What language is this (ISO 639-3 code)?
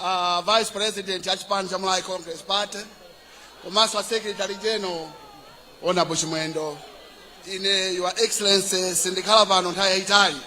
nya